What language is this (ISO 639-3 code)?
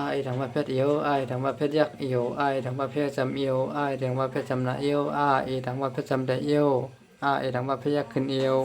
shn